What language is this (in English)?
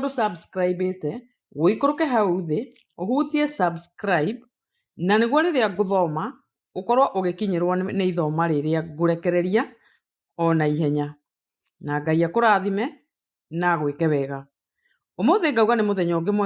Kikuyu